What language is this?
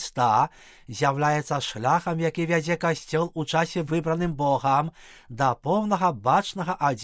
Belarusian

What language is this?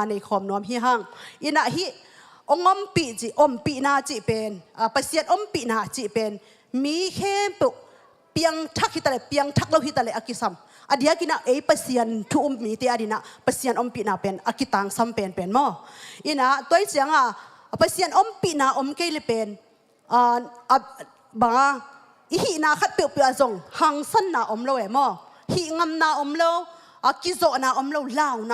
Tedim Chin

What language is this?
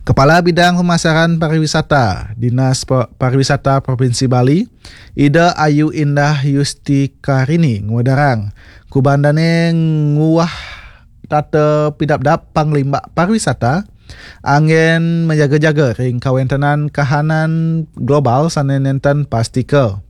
Balinese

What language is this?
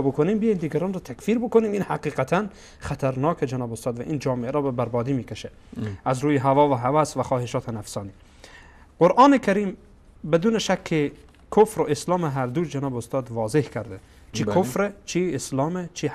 Persian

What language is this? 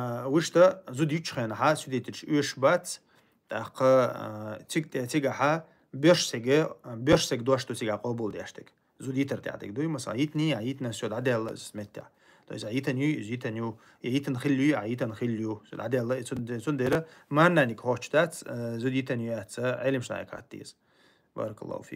Chechen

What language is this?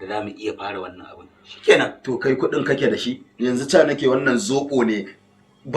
Hausa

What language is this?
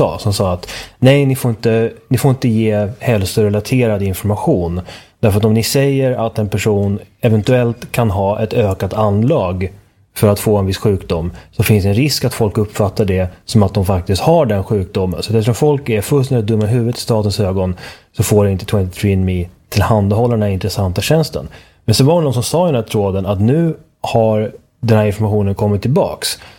Swedish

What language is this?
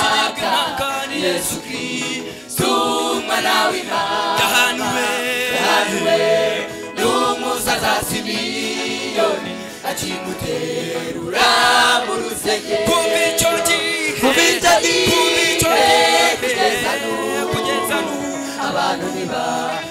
Kinyarwanda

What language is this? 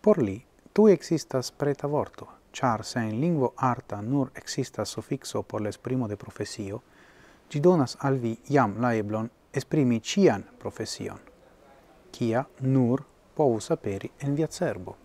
Esperanto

